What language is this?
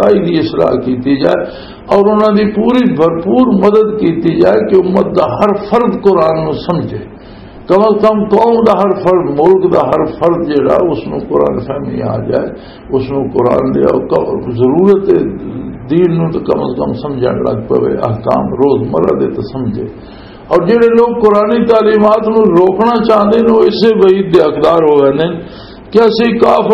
Western Panjabi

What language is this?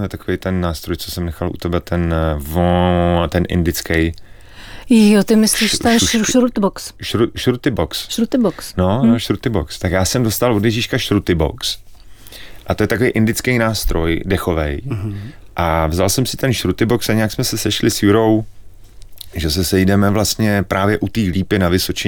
Czech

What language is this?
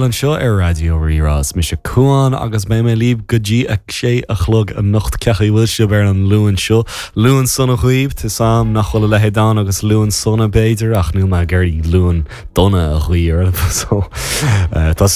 Irish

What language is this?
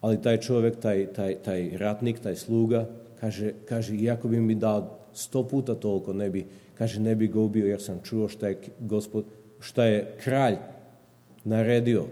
Serbian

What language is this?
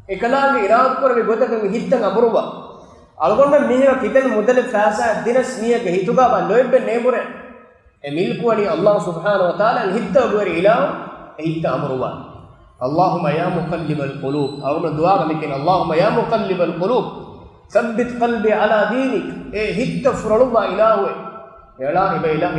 Divehi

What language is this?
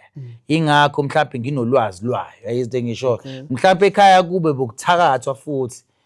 Zulu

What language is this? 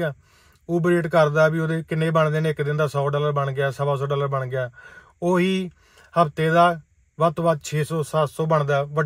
Punjabi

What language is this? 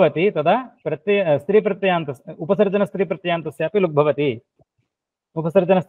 Sanskrit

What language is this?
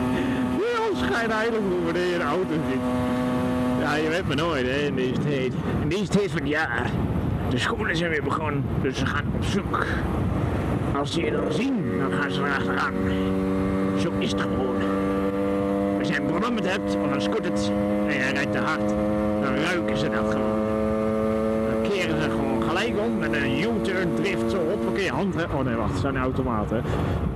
Dutch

